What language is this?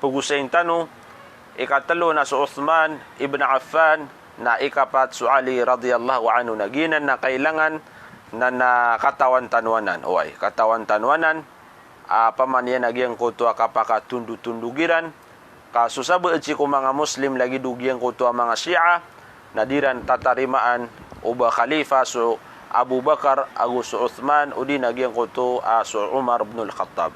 Maranao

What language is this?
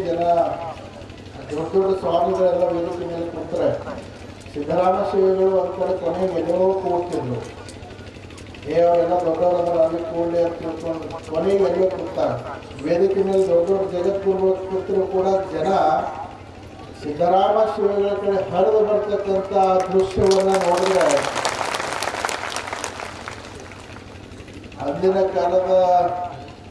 Kannada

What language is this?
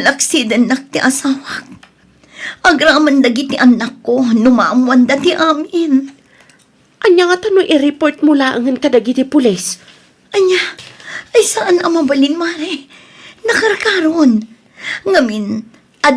Iloko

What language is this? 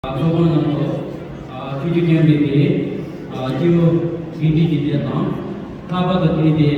Tibetan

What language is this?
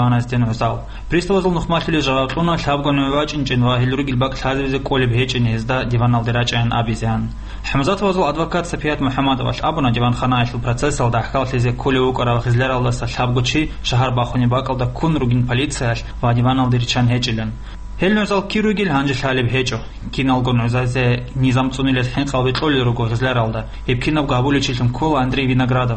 Avaric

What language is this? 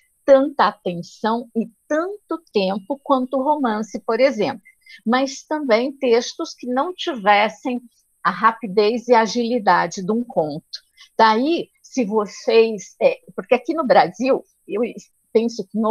Portuguese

